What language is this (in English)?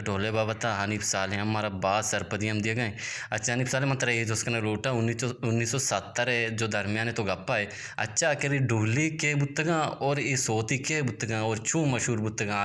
Eastern Balochi